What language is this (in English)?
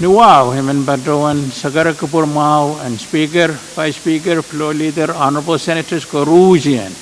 Pohnpeian